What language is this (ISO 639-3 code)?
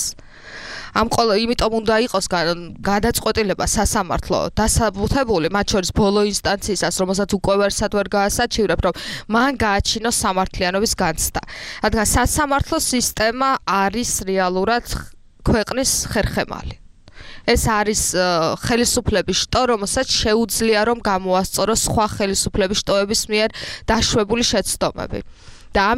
kat